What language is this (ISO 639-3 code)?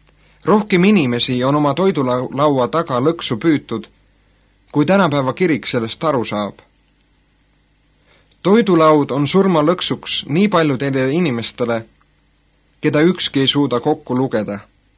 est